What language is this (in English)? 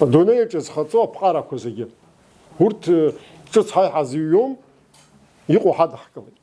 Abkhazian